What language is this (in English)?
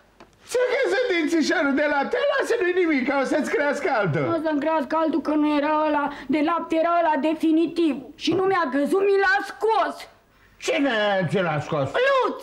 Romanian